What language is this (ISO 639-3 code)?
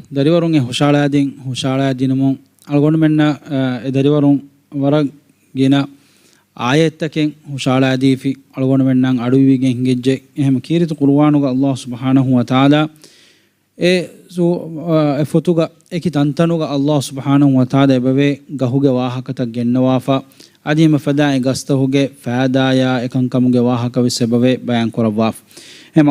div